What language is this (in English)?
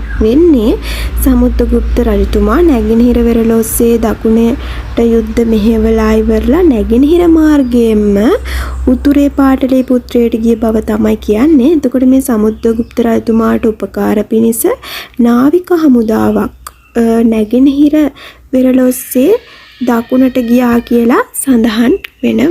Sinhala